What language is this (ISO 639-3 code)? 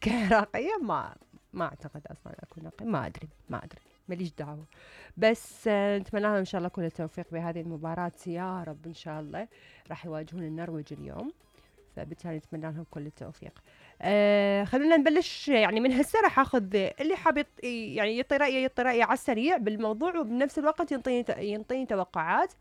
acm